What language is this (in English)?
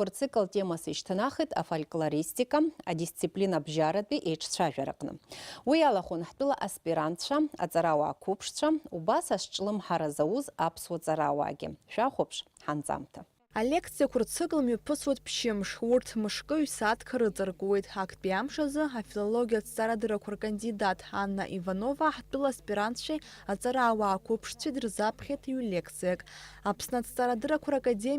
Abkhazian